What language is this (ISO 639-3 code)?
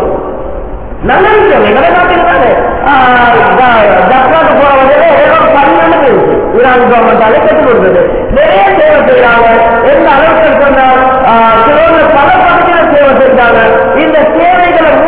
tam